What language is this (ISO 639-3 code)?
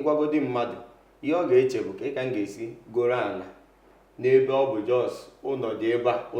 ibo